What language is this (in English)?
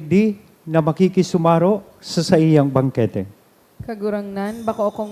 Bikol